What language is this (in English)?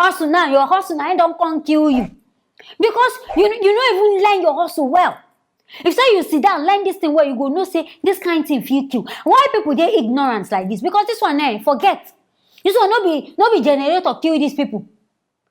Nigerian Pidgin